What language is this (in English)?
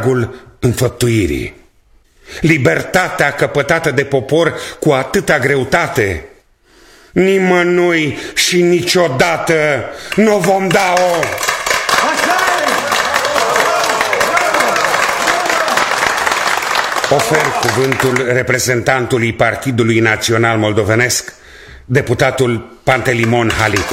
Romanian